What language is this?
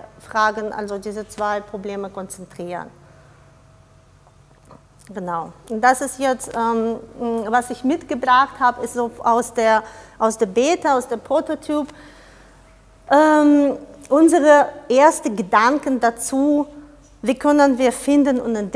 German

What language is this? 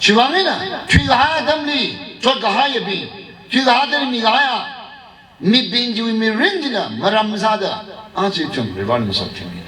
Tangkhul Naga (India)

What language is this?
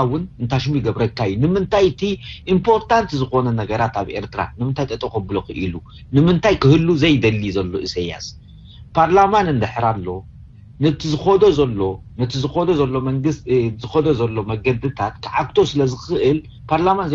Tigrinya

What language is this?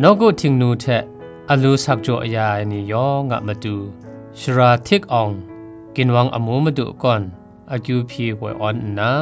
Kachin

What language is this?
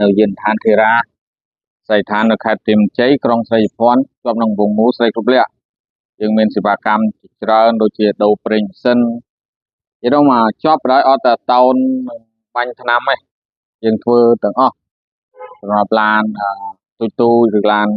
Khmer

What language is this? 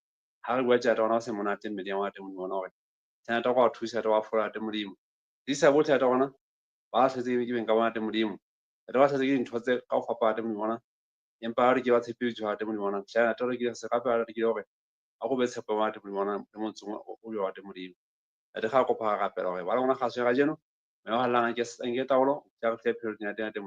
Southern Sotho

